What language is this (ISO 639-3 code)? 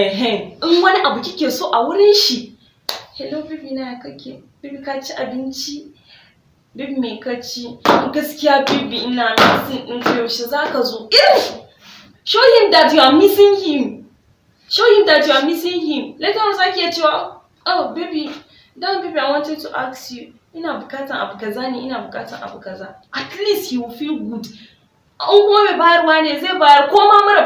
hau